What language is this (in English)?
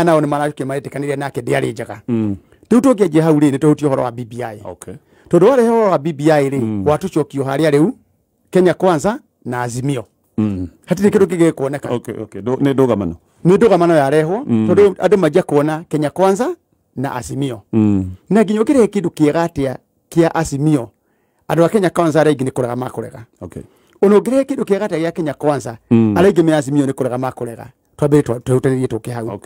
Kikuyu